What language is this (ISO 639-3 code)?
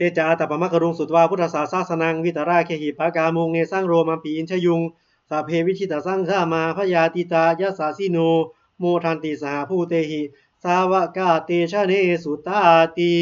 pli